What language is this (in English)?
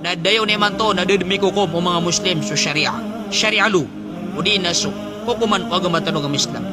Maranao